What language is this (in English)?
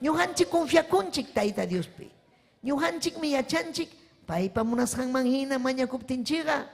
Ayacucho Quechua